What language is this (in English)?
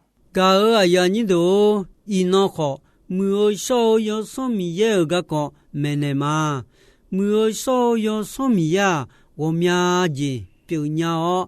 Akha